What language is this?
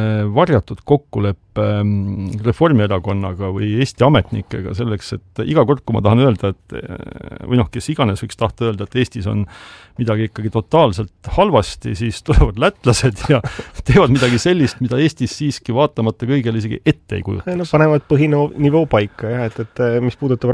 Estonian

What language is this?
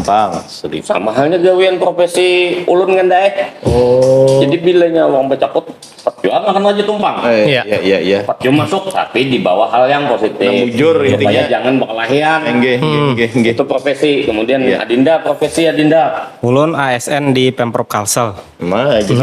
Banjar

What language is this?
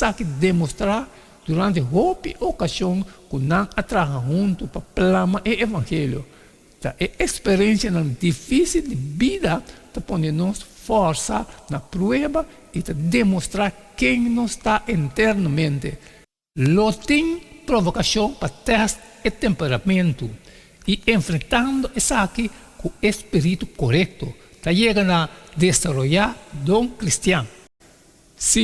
Papiamento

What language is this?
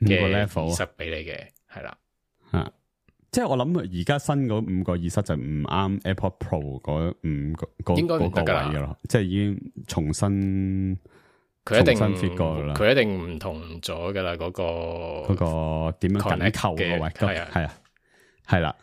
Cantonese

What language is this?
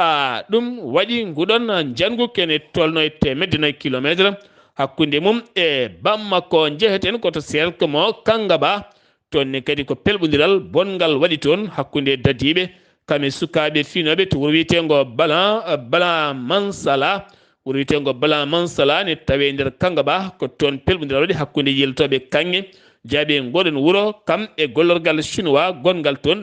Fula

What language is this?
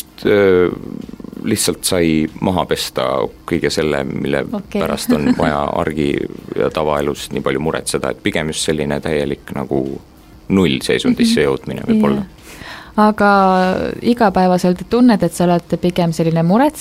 Estonian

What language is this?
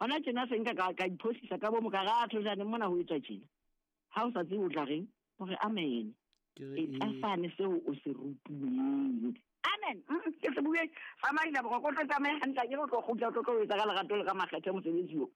Southern Sotho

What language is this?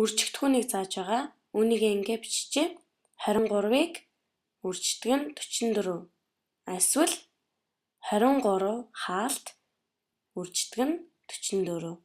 Mongolian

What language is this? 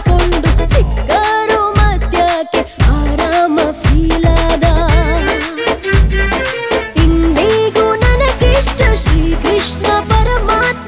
Kannada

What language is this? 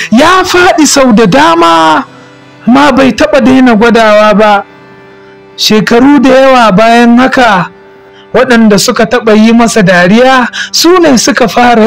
Hausa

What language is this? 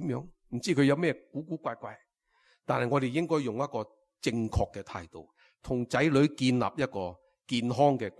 Cantonese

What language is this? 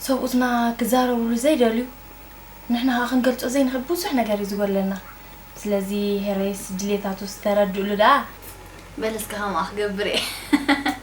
Tigrinya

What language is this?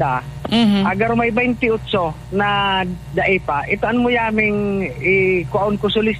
Bikol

